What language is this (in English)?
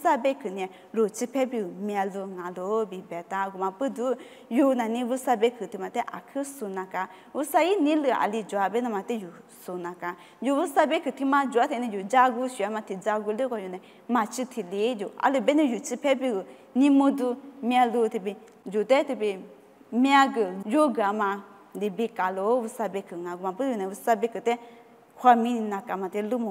Lisu